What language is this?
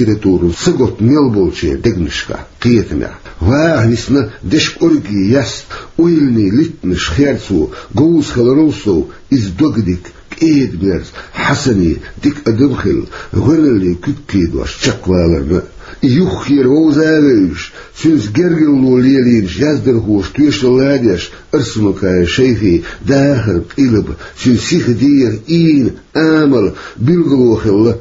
Chechen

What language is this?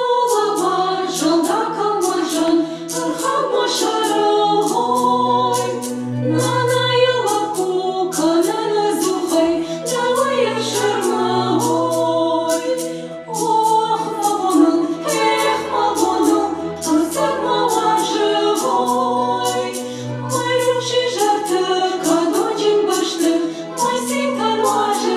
Ossetic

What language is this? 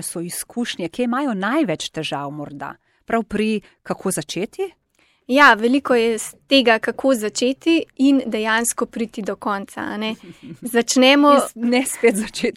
Slovenian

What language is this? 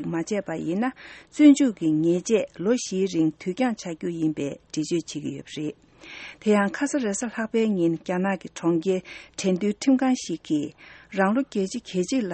Tibetan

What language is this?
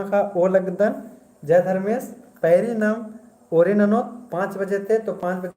Kurukh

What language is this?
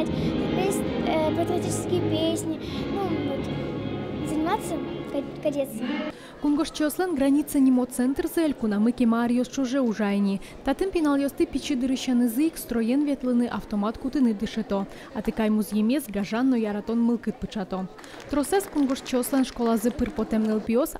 Udmurt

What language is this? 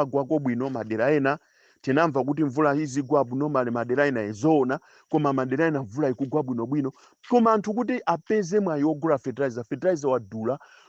Nyanja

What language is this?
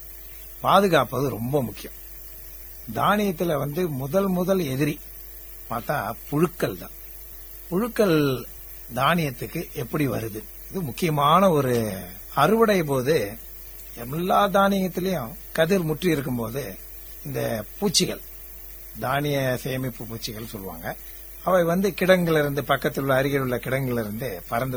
Tamil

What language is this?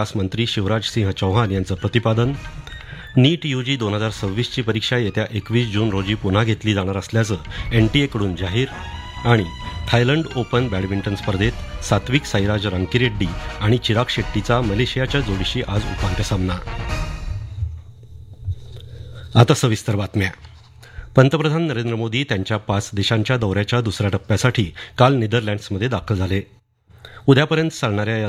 Marathi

